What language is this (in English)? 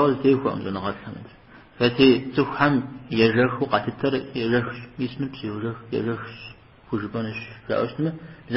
Kabardian